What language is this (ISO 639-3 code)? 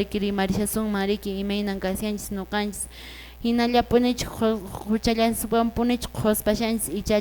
que